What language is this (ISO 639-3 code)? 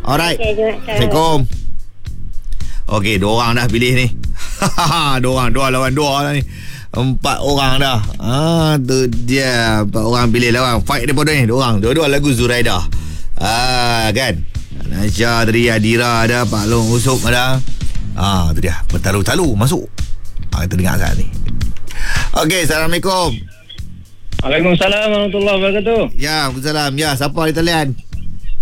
msa